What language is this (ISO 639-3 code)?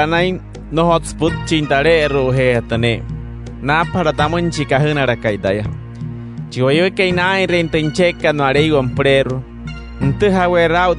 guc